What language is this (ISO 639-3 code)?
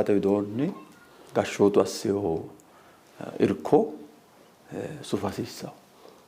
sid